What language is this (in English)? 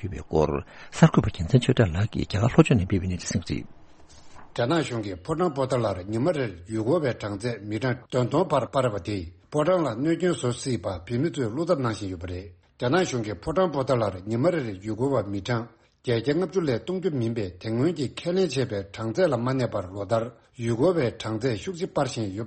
Tibetan